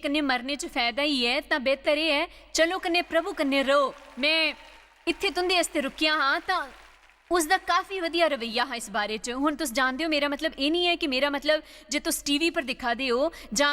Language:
Dogri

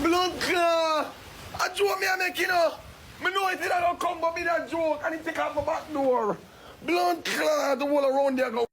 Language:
Jamaican Creole English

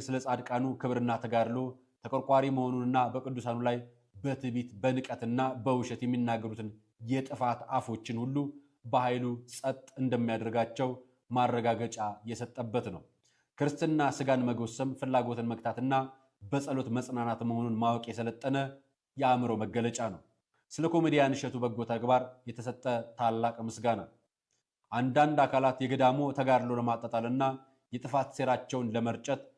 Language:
Amharic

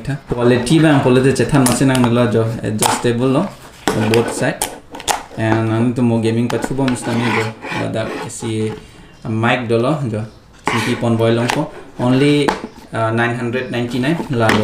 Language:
Karbi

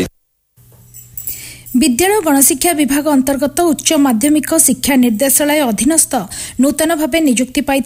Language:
Odia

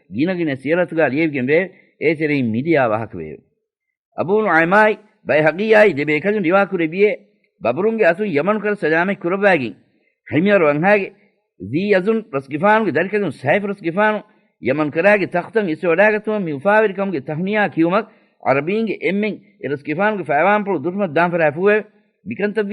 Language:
Divehi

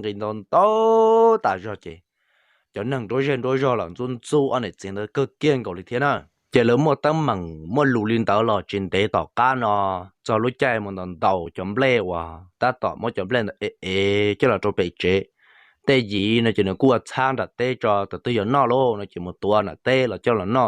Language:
Hmong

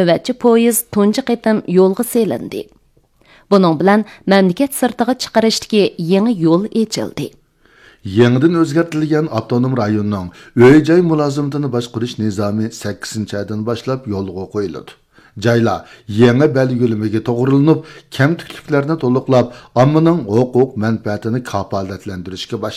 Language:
Uyghur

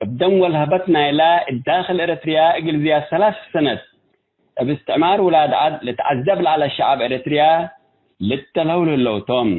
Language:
Tigre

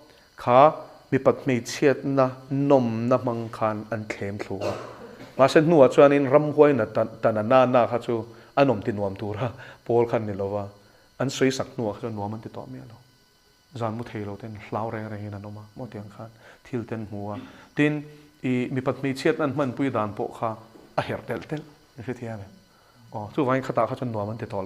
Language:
Mizo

